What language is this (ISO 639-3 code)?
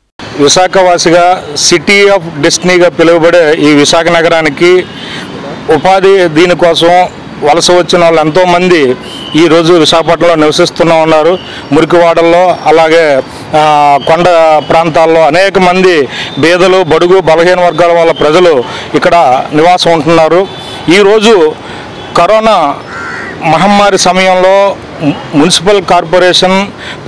tel